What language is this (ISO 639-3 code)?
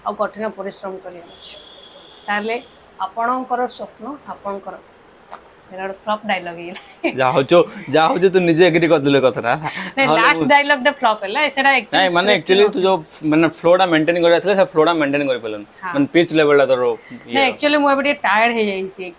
ori